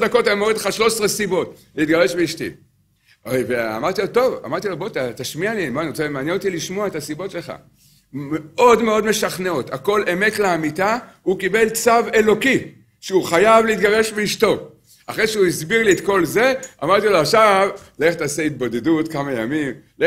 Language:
Hebrew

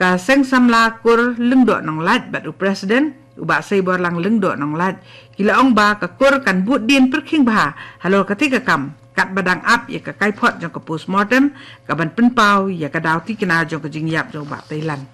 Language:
Khasi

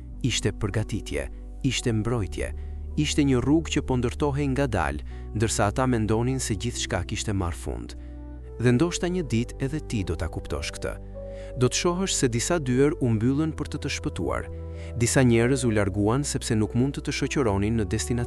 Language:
Albanian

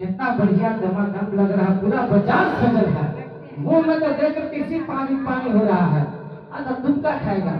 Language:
Magahi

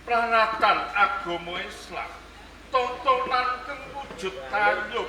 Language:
Javanese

